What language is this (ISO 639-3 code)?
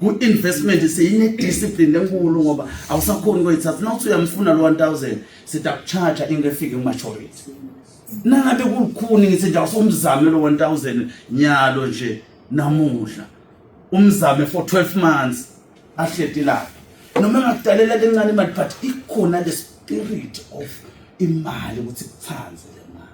ssw